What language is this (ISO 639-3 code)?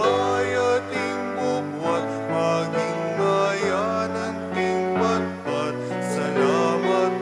pam